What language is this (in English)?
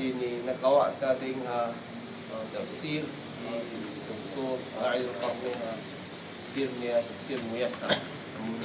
Tausug